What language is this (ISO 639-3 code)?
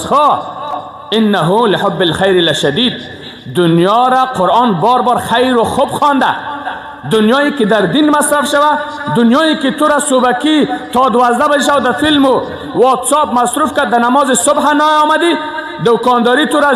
fas